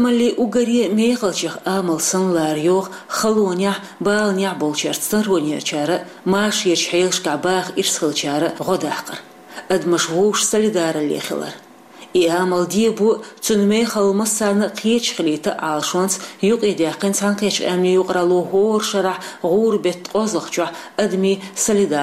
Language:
Chechen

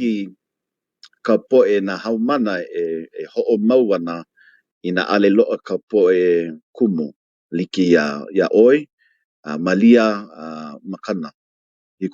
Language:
Hawaiian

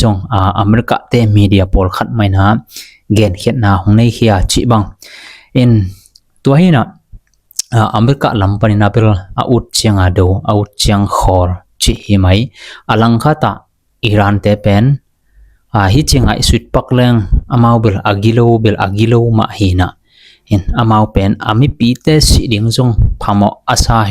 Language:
Tedim Chin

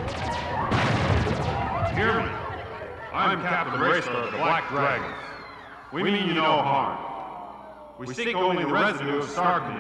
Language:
English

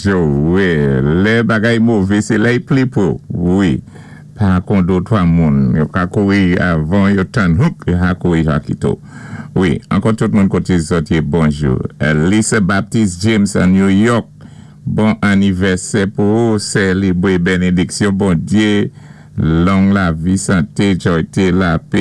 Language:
Saint Lucian Creole French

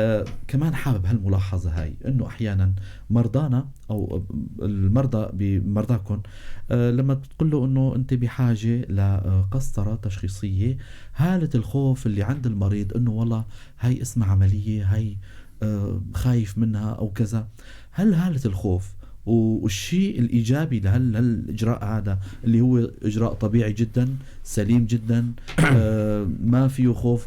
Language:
North Levantine Arabic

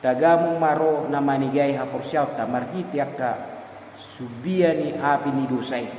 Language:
Batak Toba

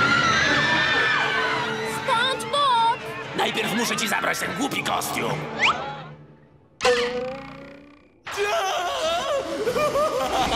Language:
Polish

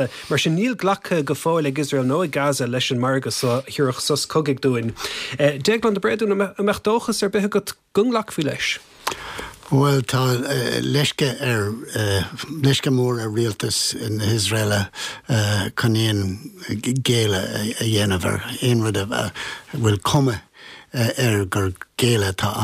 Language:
Irish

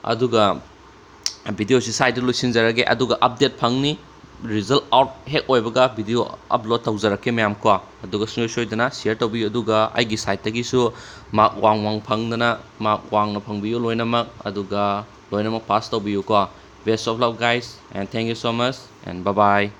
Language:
Manipuri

